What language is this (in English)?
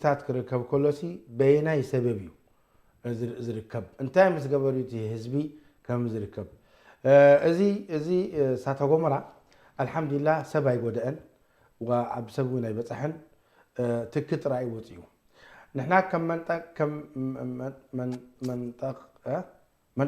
Tigrinya